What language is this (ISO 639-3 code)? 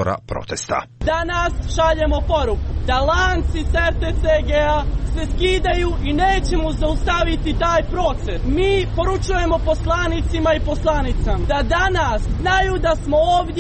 srp